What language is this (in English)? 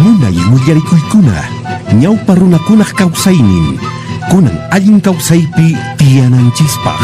Quechua